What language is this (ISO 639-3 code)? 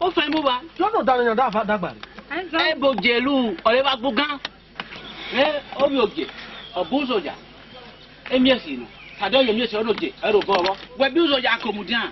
ish